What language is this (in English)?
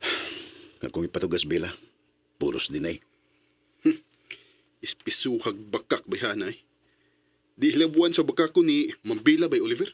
Cebuano